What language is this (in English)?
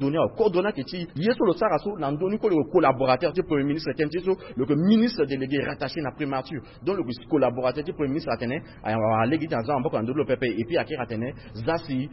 Sango